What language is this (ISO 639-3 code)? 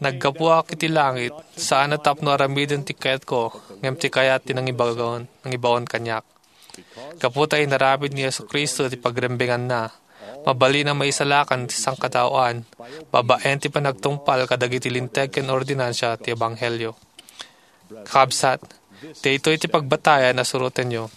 ilo